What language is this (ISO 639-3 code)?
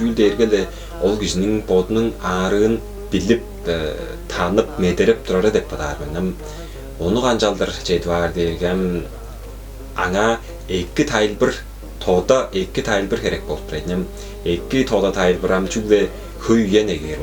tyv